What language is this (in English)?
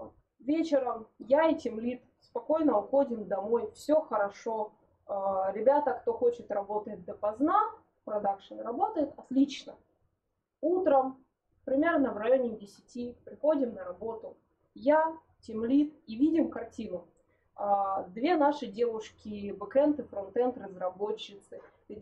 Russian